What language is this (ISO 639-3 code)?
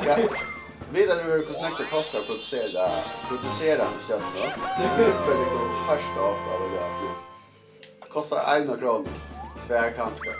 fao